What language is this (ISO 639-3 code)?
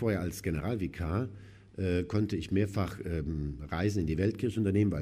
deu